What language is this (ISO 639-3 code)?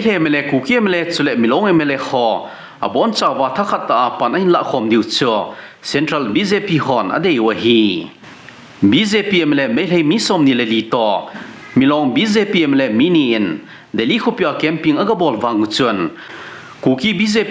tcz